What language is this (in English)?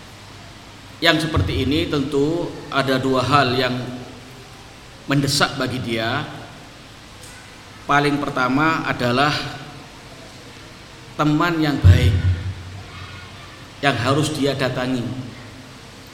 Indonesian